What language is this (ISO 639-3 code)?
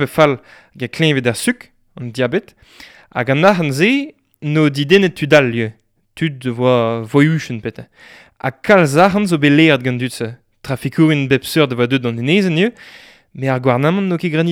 bre